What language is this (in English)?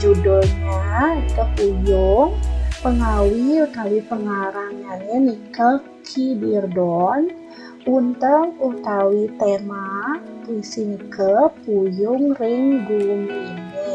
Balinese